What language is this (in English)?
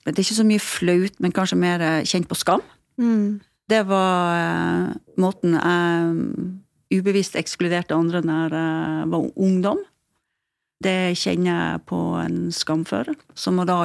Norwegian